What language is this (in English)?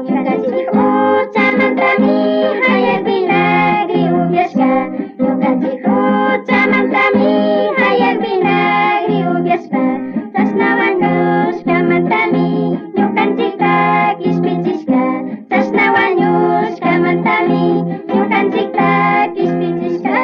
Chimborazo Highland Quichua